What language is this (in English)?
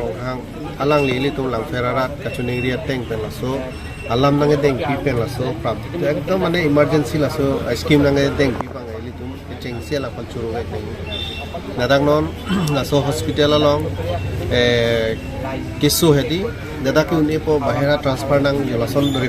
Karbi